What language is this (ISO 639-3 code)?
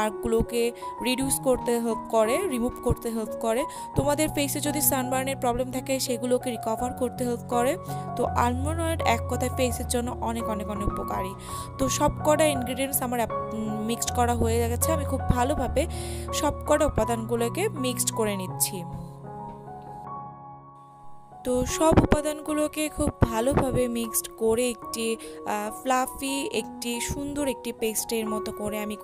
ben